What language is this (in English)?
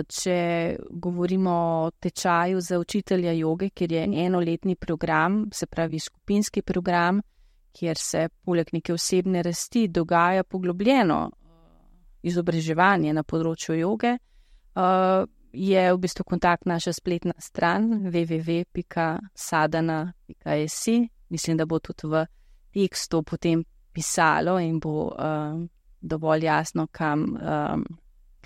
Slovenian